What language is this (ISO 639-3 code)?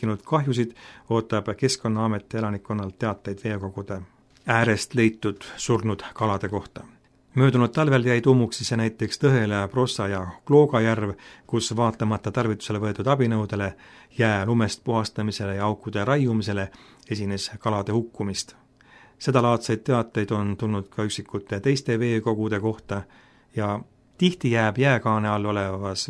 est